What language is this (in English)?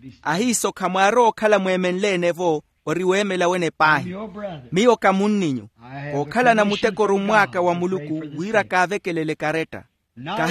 Makhuwa